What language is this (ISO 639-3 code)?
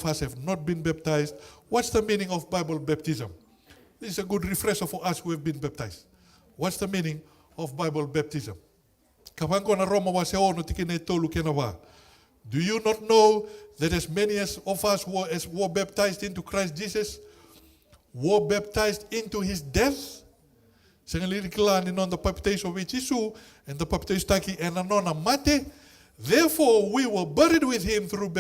fij